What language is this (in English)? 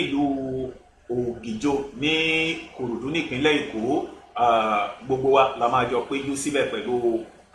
Yoruba